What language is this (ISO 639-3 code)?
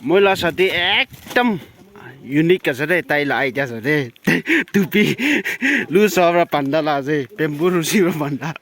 nag